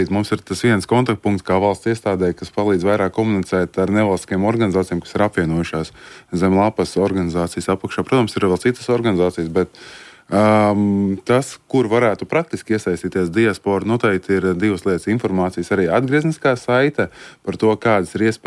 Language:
Latvian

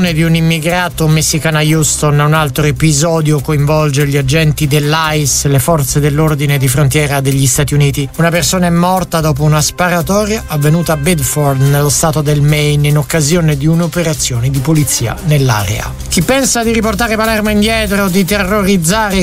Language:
Italian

